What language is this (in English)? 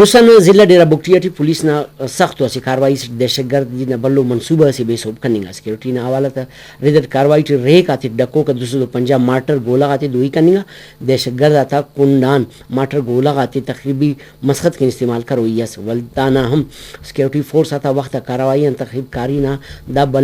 Brahui